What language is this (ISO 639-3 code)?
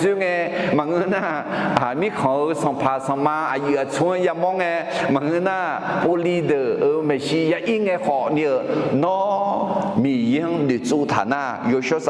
ahk